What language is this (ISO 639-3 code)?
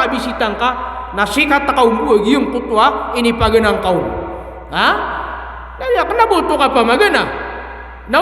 mrw